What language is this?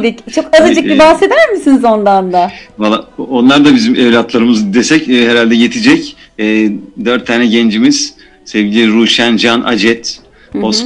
Turkish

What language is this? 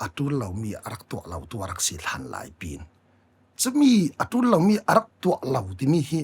Falam Chin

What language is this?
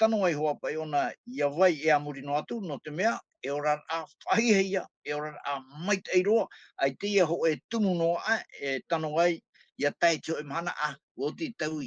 Tahitian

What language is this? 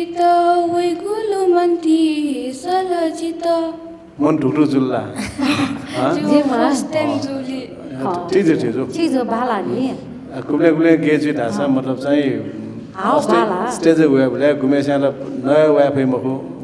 Newari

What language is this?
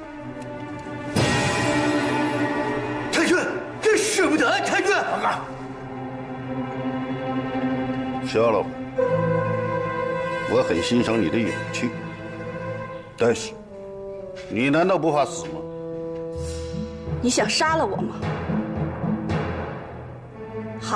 Chinese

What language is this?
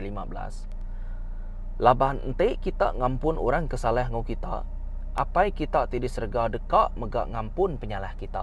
Iban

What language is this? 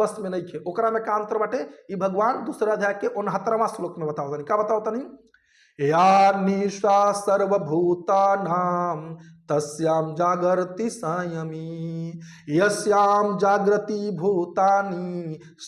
Bhojpuri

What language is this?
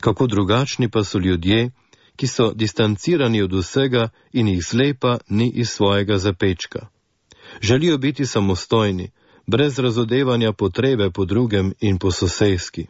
Slovenian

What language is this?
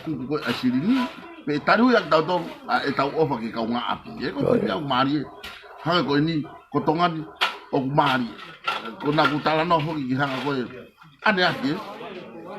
Tongan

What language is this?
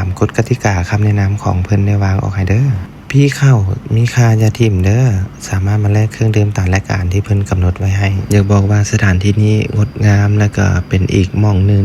Lao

